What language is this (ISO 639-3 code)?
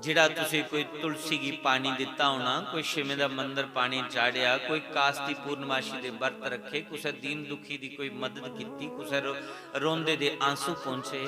doi